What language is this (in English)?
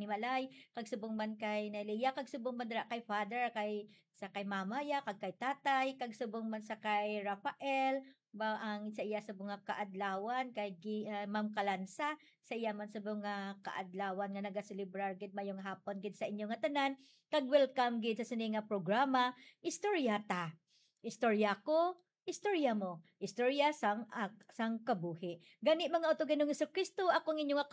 Hiligaynon